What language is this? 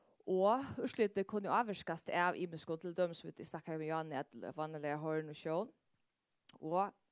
Faroese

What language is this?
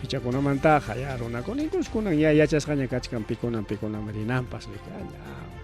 Ayacucho Quechua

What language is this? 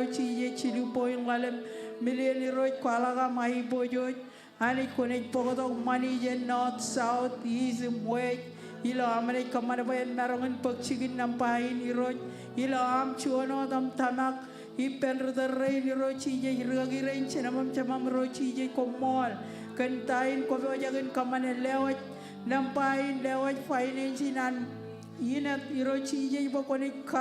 Marshallese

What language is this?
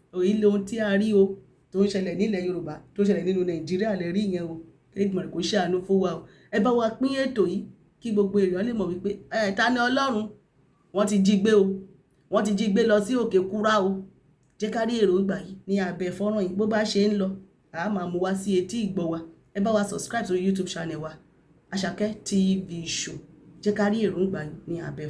Yoruba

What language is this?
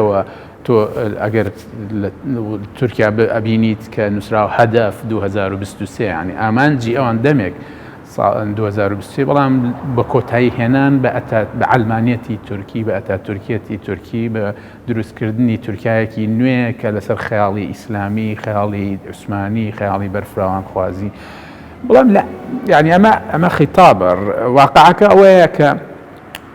Central Kurdish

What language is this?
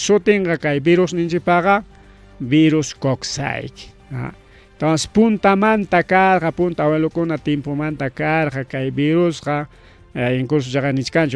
Ayacucho Quechua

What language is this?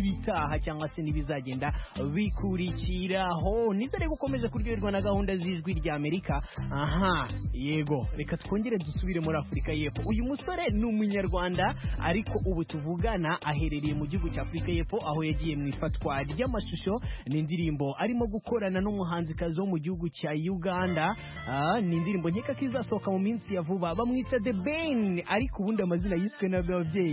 Kinyarwanda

